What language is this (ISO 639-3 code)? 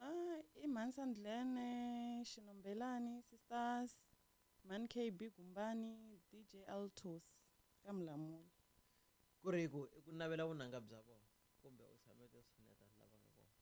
tso